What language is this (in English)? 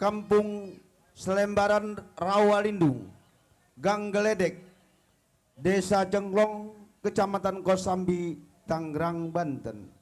Betawi